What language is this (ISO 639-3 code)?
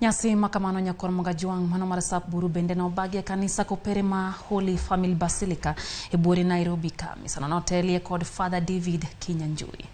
luo